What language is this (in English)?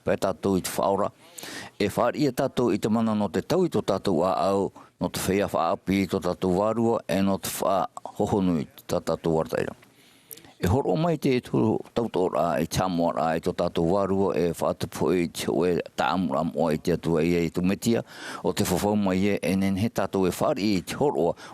Tahitian